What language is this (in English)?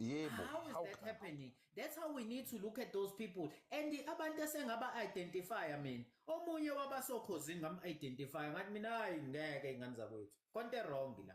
Zulu